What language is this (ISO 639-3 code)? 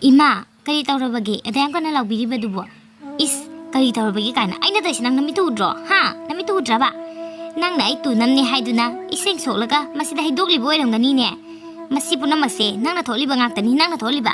mni